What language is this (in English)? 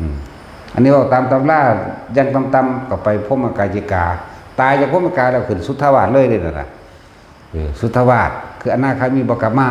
Northeastern Thai